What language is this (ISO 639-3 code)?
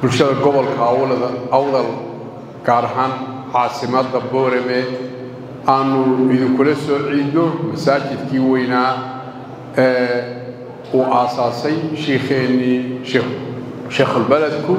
som